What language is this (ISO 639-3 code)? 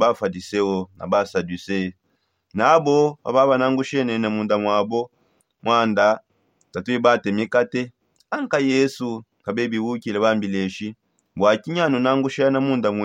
sop